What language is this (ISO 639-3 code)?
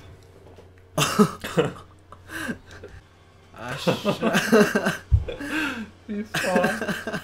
nor